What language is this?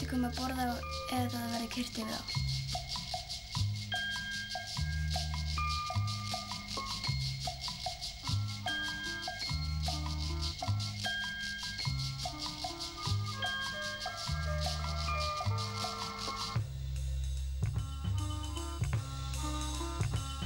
Icelandic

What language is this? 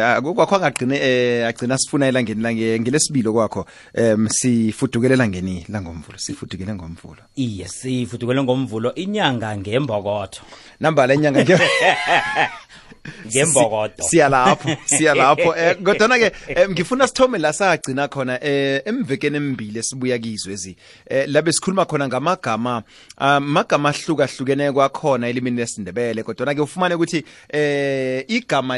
South Ndebele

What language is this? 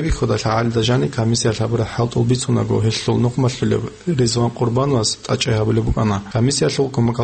Avaric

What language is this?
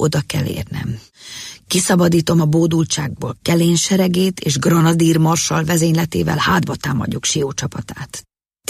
Hungarian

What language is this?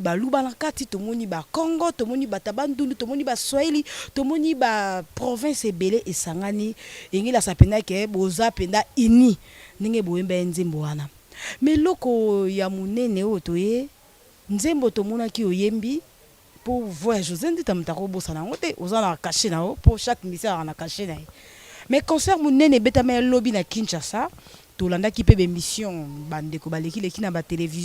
Lingala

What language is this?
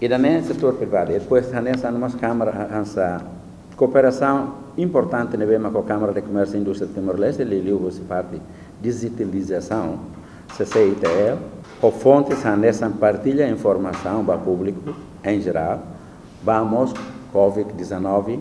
Tetum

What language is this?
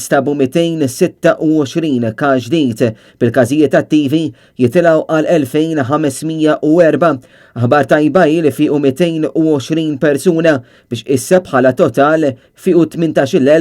Maltese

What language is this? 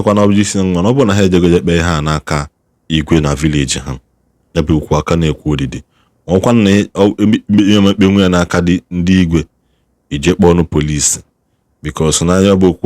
Igbo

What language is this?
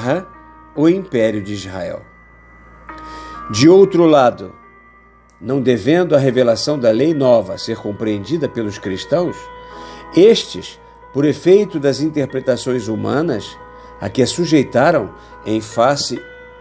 Portuguese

